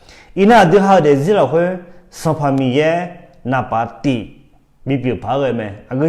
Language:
Akha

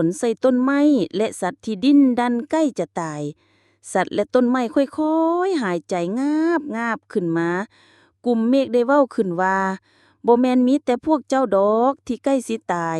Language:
Lao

